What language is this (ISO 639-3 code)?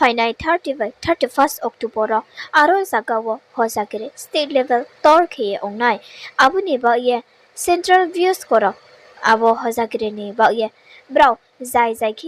ria